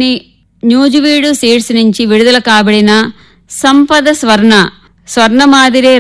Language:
Telugu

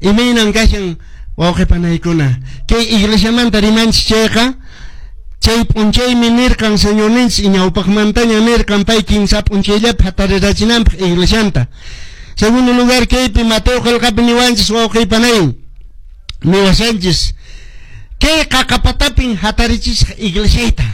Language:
Quechua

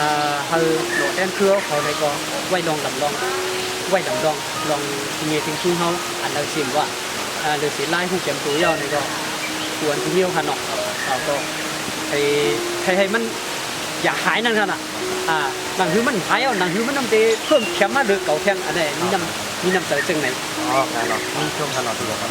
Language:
Shan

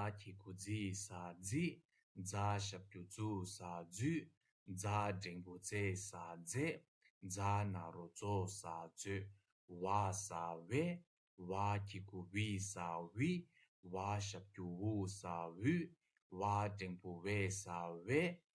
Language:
Tibetan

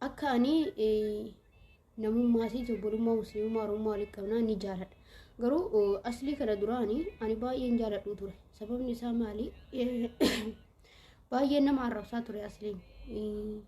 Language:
Oromo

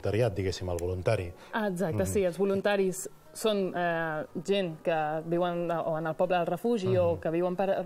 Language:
Catalan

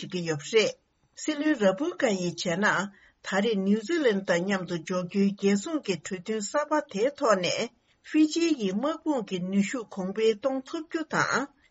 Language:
Tibetan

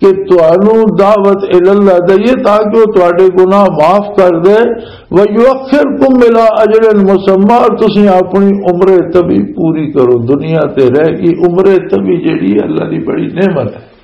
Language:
Western Panjabi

